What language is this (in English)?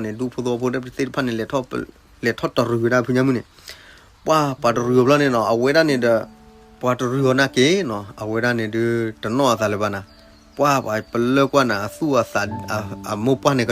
S'gaw Karen